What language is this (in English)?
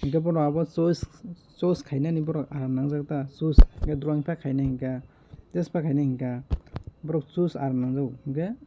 Kok Borok